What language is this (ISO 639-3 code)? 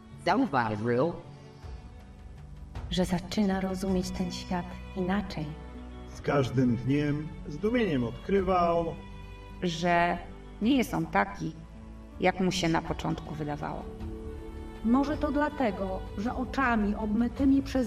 pol